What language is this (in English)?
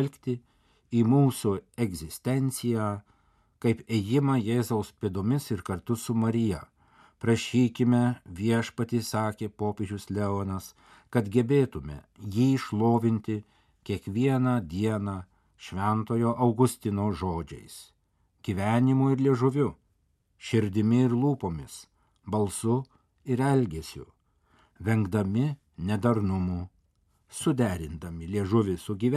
Lithuanian